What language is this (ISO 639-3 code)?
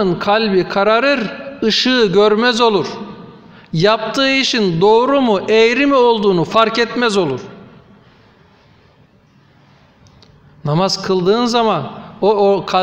tur